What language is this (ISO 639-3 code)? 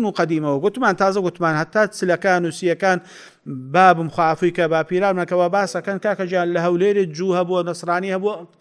ckb